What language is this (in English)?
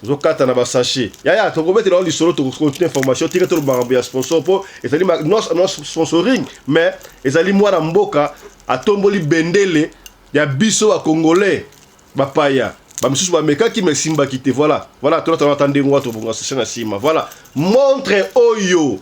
Lingala